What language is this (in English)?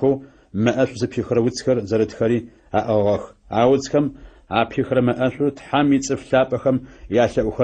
Adyghe